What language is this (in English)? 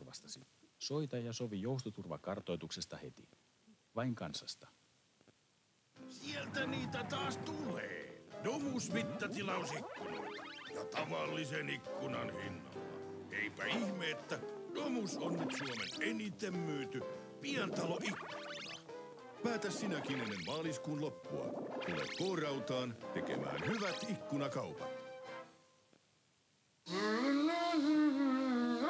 Finnish